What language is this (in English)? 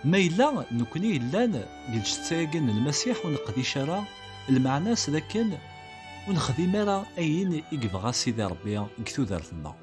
Kabyle